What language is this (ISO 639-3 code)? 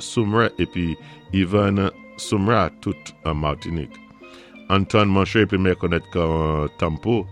acf